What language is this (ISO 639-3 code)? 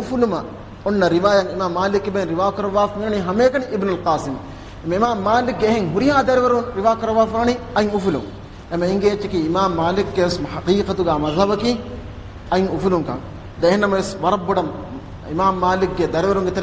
div